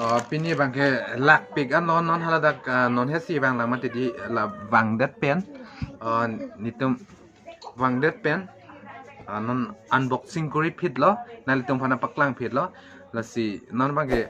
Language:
Karbi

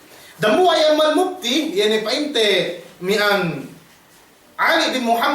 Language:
Yakan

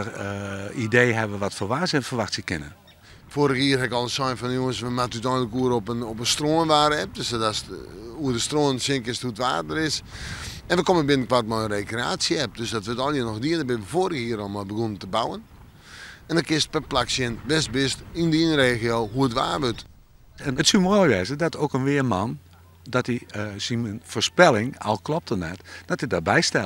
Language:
Western Frisian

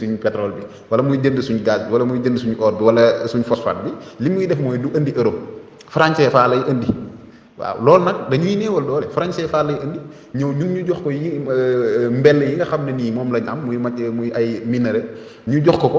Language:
Wolof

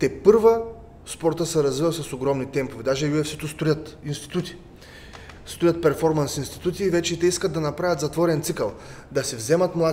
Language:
Bulgarian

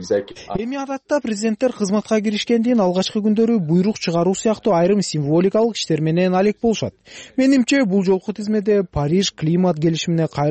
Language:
Kyrgyz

